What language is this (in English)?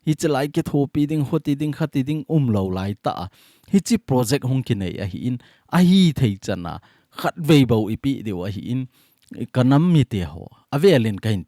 Thado Chin